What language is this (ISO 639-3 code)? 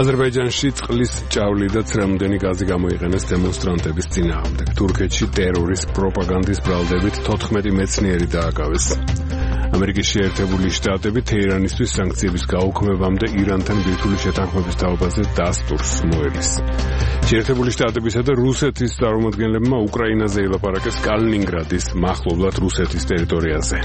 kat